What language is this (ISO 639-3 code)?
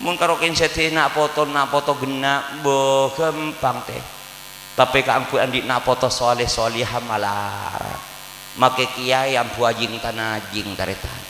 mad